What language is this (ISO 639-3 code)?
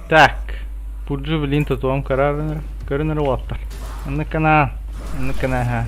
sah